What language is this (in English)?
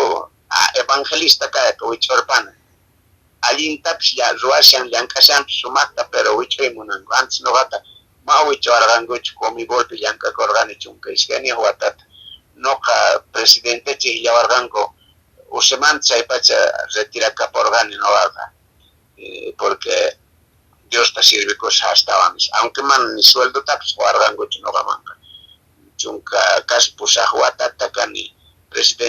Quechua